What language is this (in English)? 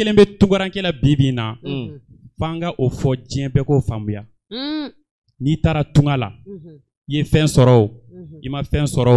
Bambara